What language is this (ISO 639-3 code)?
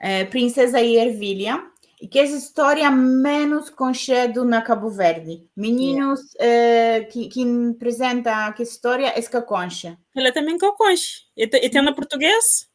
kea